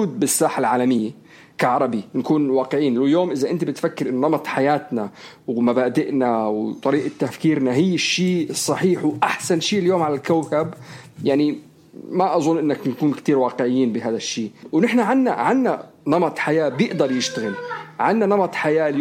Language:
North Levantine Arabic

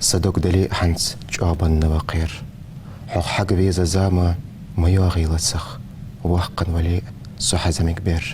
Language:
Ingush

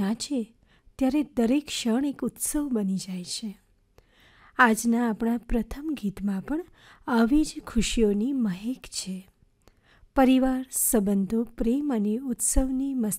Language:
Gujarati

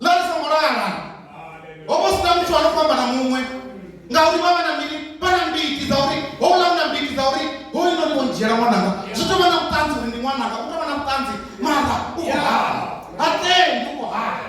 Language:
Venda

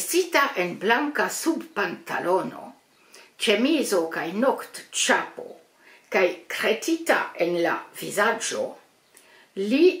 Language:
Esperanto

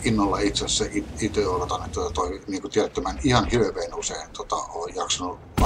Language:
Finnish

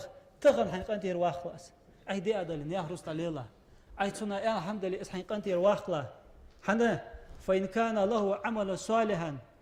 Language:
Ingush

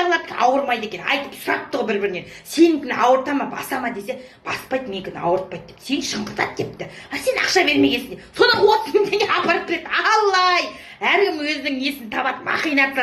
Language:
Kazakh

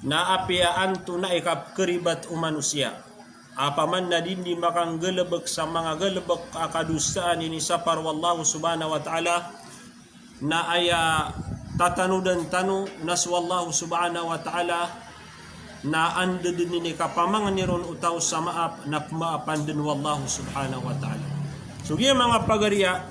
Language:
Maranao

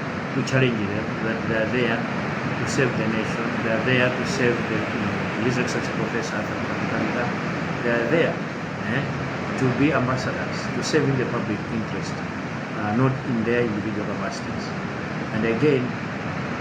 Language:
English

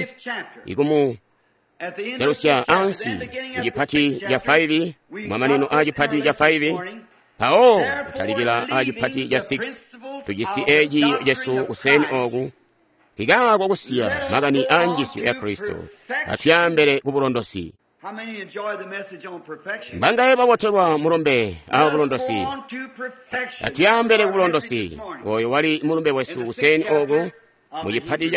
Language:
Tonga (Zambia)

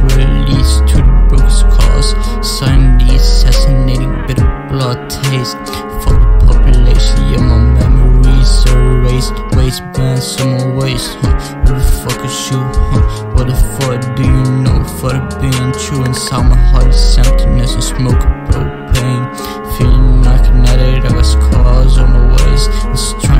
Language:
English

